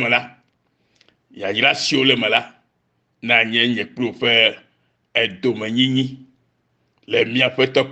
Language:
Ewe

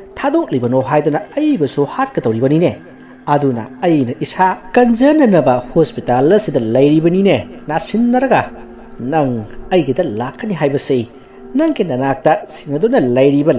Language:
Manipuri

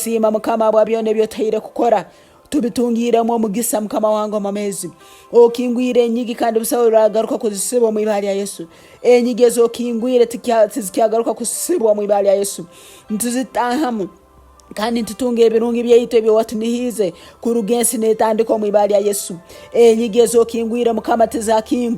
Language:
Nyoro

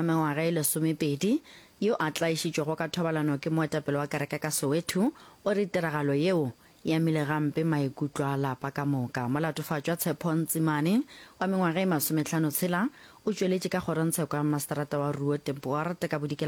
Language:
Northern Sotho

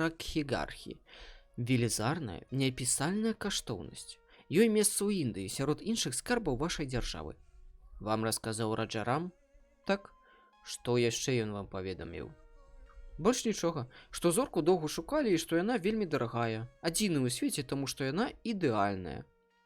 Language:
Belarusian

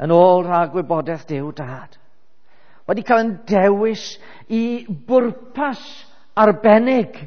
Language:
Welsh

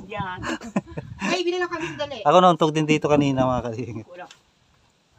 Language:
Filipino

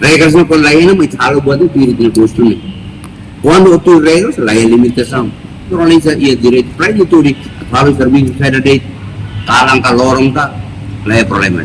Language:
Tetum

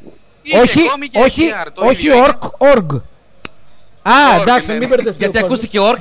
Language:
Greek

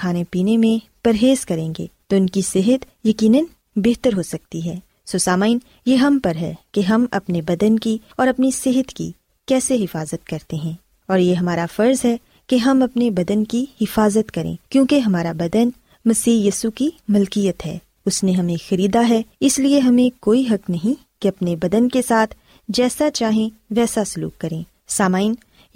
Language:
Urdu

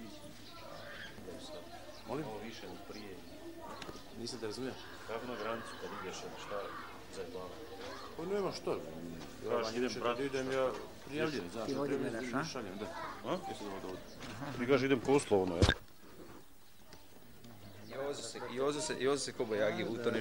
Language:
Croatian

